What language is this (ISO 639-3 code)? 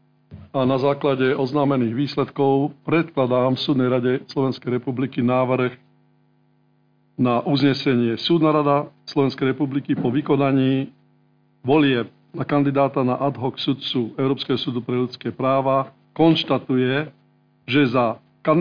slk